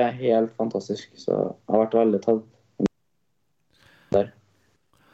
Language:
Norwegian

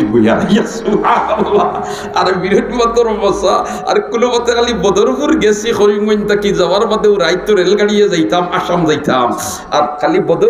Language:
Sylheti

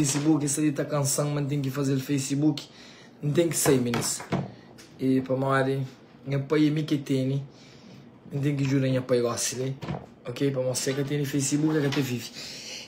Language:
Kabuverdianu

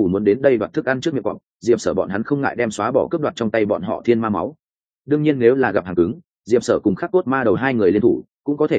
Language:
Vietnamese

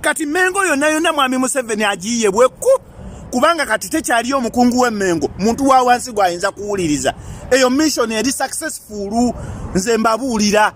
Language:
Ganda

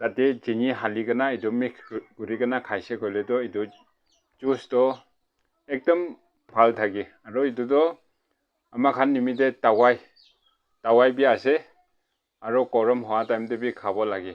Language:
Naga Pidgin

